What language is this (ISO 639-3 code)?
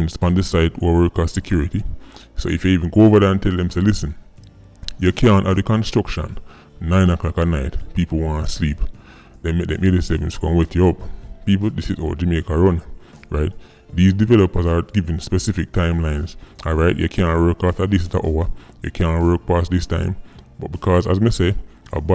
jam